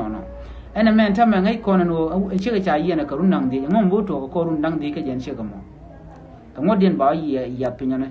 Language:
Nuer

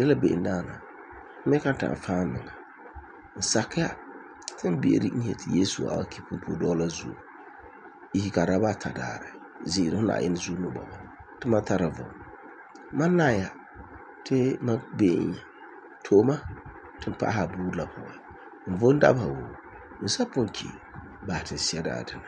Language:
Frafra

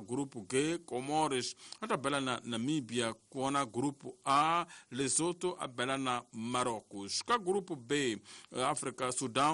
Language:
Tsonga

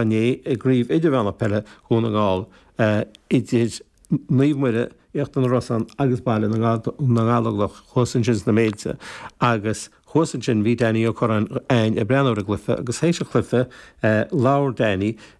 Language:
Irish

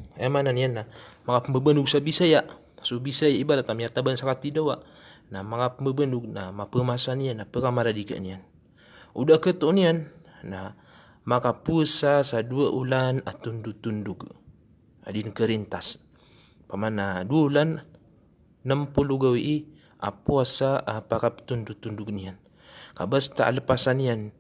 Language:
Maranao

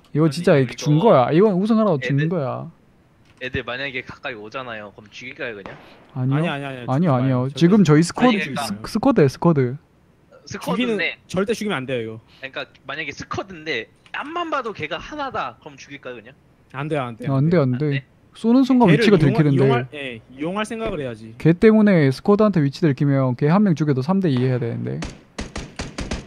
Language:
Korean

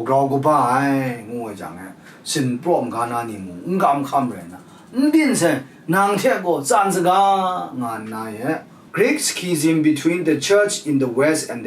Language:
Kachin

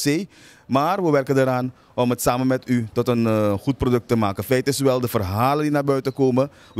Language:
Dutch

